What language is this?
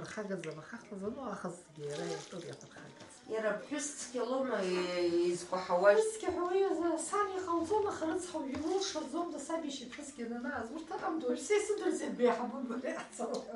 Abkhazian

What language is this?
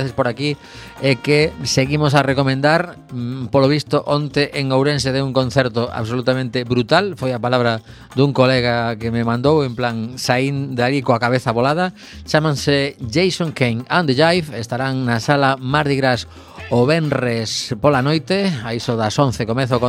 Galician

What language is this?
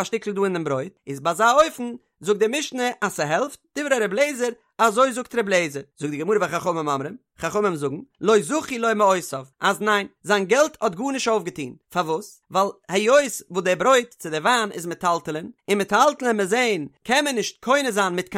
Yiddish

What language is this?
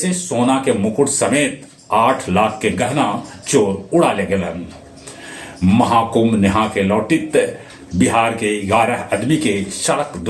Magahi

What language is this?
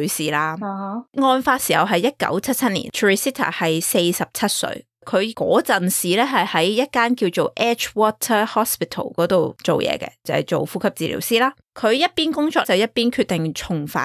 Cantonese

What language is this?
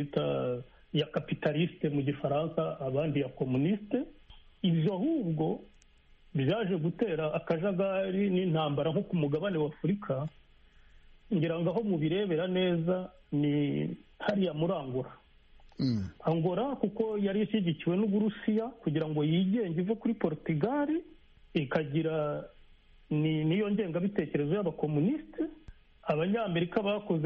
Kinyarwanda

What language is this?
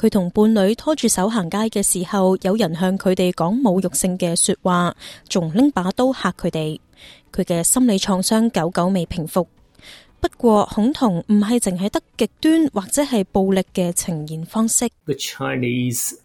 Cantonese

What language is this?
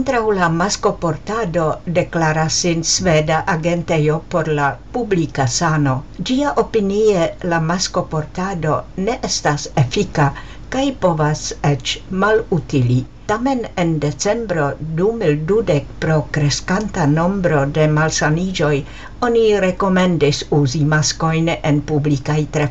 Esperanto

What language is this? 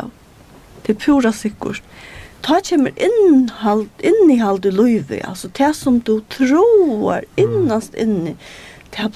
Faroese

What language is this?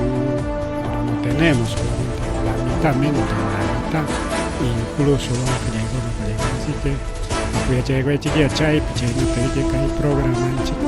Ayacucho Quechua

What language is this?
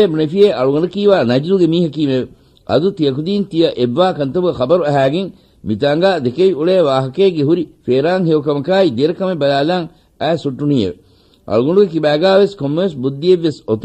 Divehi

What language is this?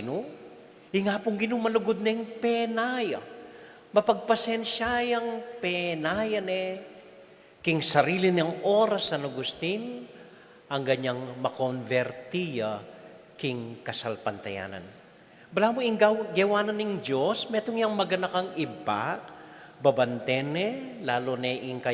Pampanga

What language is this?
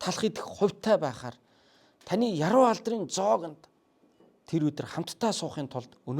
Mongolian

